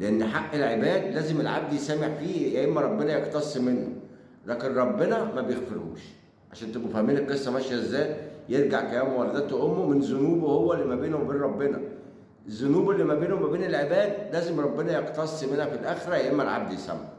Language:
Egyptian Arabic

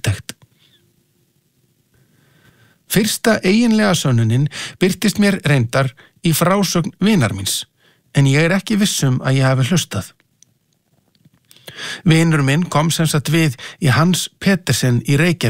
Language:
Icelandic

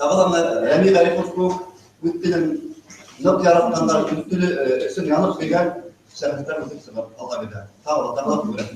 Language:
Bashkir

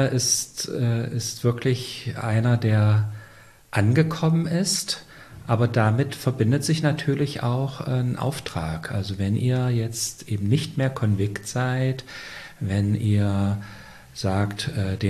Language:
German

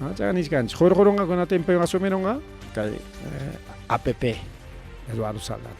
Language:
Ayacucho Quechua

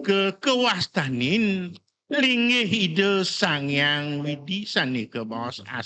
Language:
Balinese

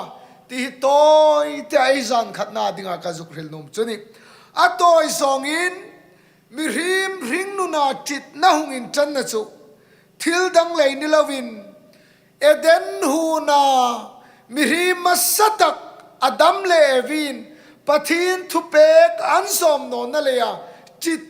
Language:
Hmar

